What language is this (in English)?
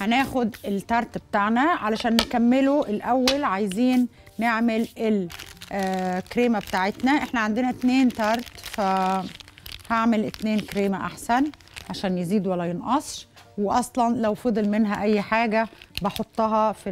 Egyptian Arabic